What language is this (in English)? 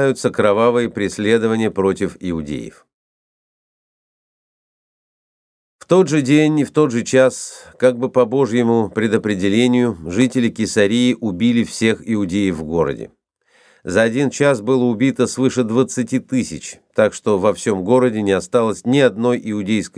Russian